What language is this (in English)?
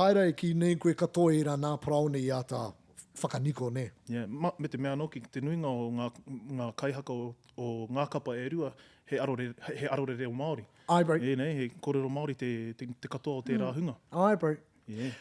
Māori